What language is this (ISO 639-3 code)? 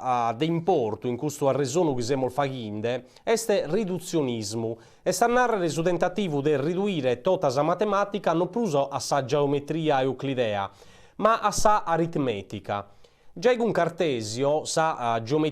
srd